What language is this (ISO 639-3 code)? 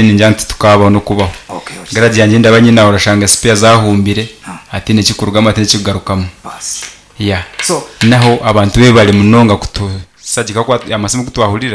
nyn